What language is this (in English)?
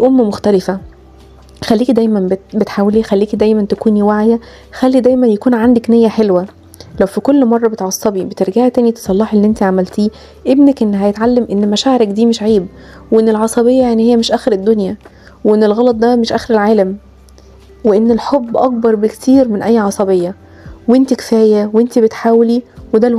Egyptian Arabic